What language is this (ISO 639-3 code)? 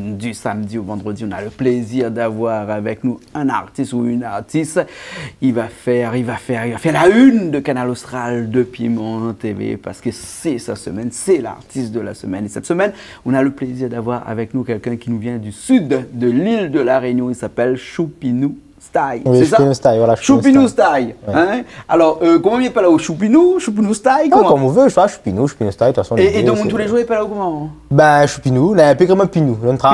rcf